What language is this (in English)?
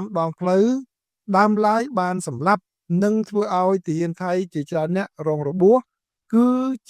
Khmer